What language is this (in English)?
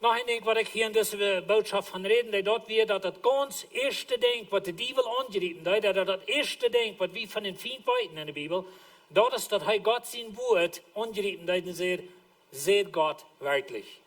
Plautdietsch